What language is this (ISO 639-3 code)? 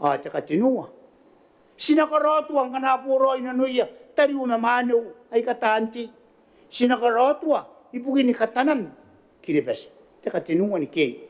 gil